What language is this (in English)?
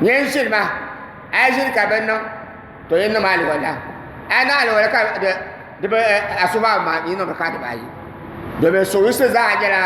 Dagbani